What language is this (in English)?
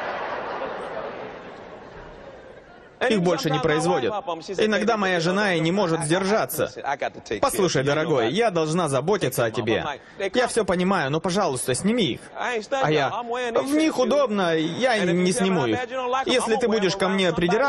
Russian